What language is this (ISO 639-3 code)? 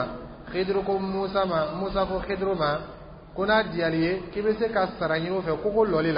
dyu